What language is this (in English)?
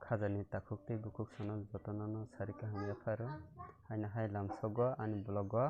Kok Borok